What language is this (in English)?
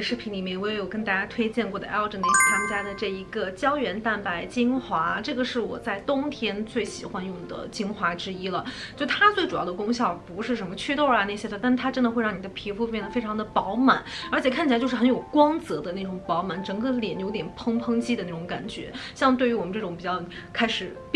Chinese